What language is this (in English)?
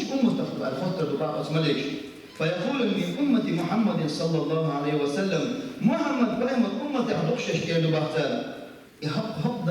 Chechen